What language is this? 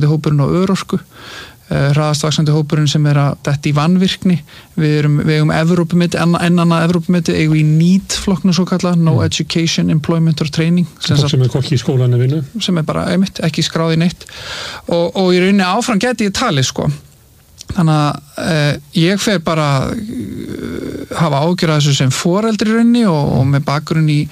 Icelandic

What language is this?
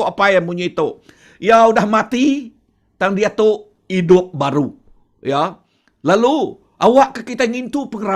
Iban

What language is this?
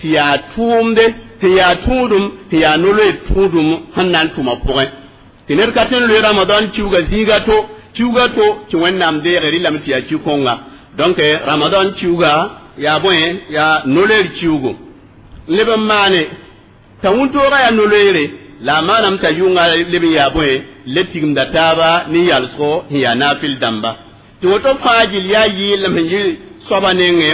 Mossi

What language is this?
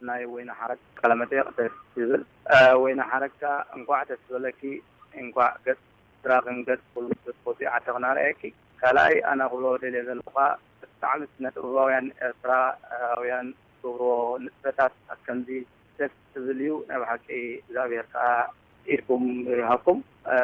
Tigrinya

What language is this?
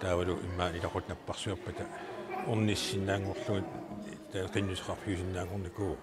Kalaallisut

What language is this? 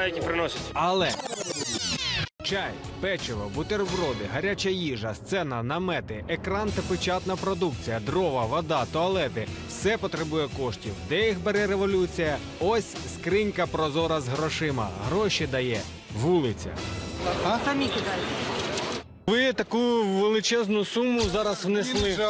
Ukrainian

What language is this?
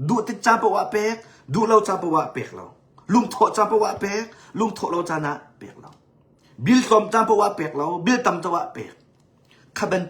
Hakha Chin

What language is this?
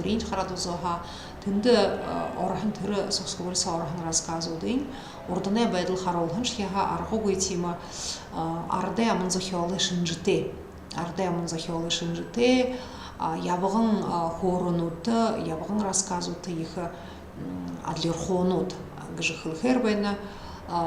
Buriat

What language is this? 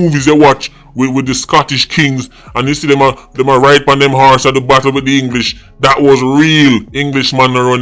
Jamaican Creole English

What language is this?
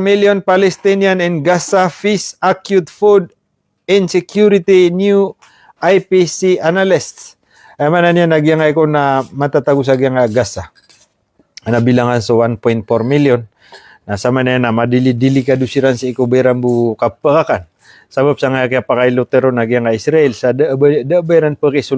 Maranao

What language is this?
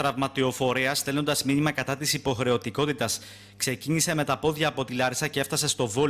Greek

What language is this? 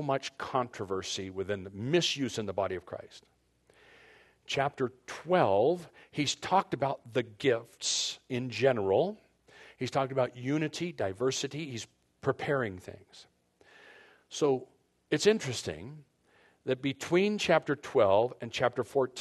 English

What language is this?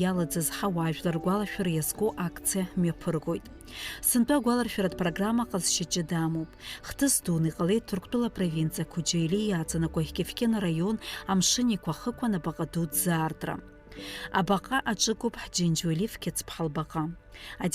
Abkhazian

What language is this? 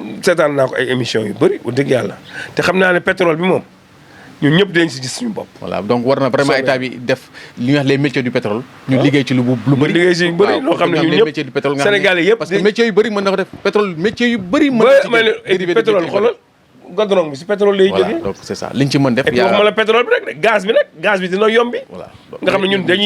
Wolof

